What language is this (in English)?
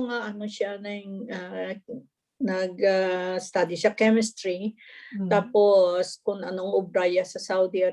Hiligaynon